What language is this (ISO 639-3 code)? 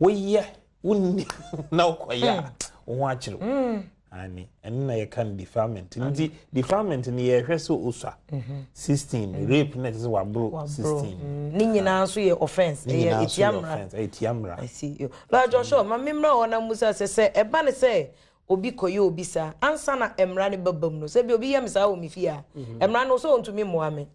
aka